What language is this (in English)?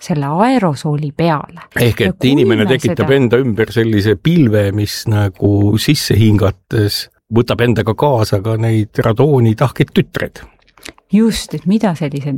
Estonian